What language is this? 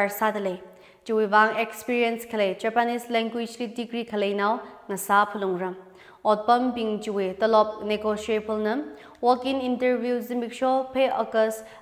Tangkhul Naga (India)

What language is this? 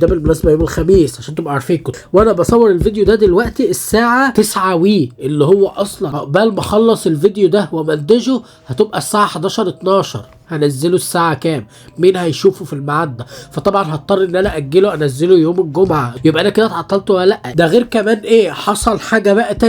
Egyptian Arabic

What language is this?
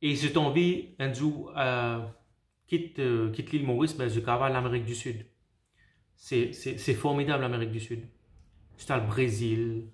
Morisyen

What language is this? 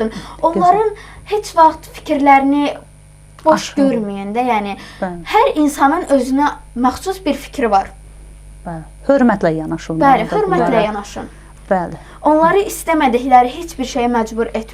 Azerbaijani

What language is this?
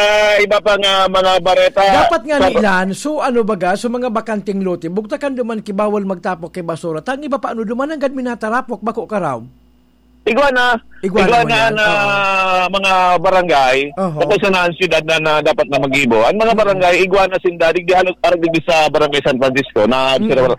Bikol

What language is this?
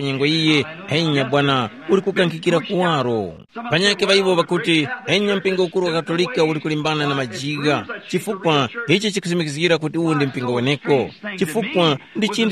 Tumbuka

